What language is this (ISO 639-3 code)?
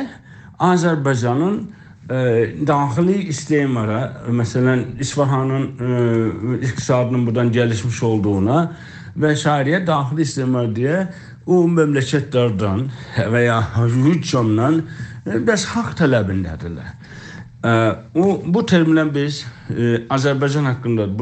azb